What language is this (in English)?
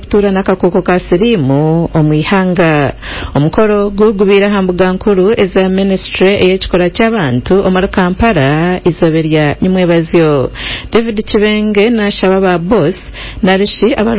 Nyankole